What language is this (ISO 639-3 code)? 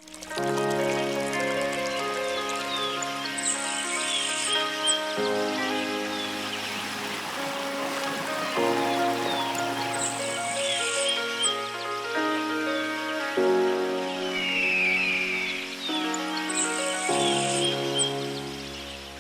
che